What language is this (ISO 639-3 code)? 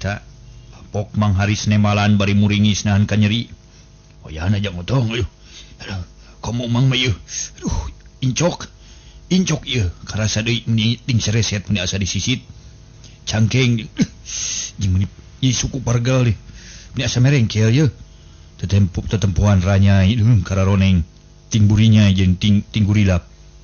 sun